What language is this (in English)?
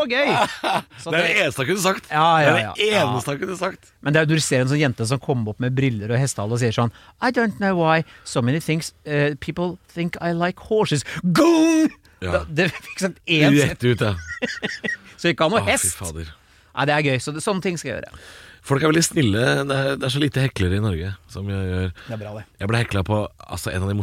Norwegian